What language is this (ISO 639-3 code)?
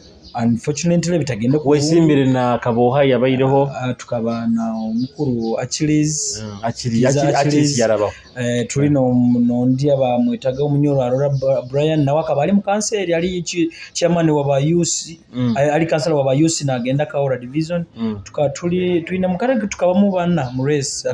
nyo